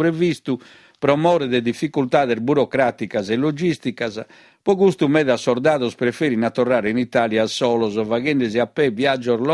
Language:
Sardinian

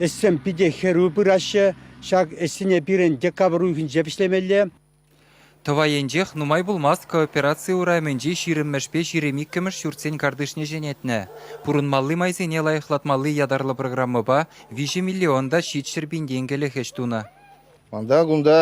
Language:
Chuvash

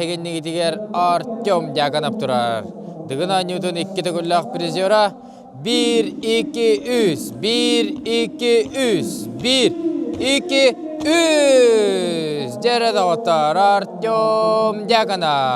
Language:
Yakut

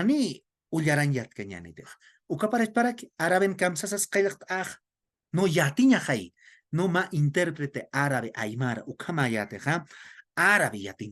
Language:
Aymara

